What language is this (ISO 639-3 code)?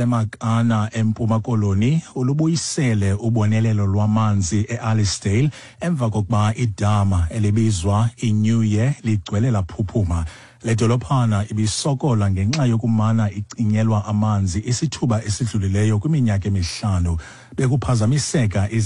xho